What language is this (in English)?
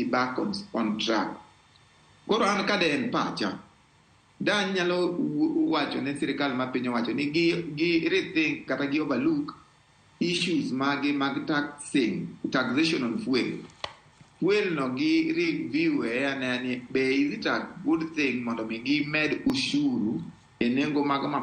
Luo (Kenya and Tanzania)